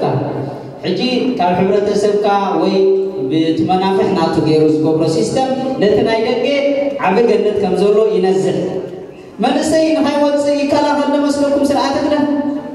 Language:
Tigrinya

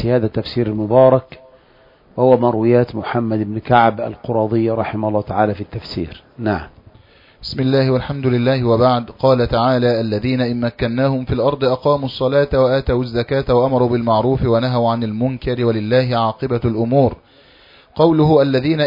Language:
Arabic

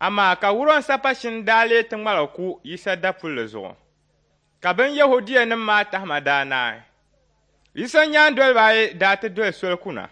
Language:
Dagbani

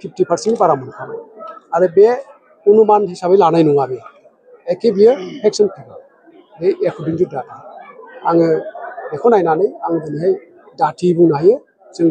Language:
Bodo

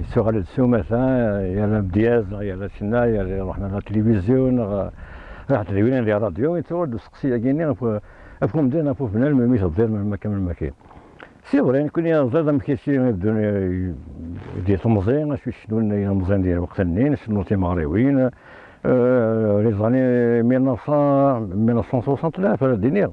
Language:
Kabyle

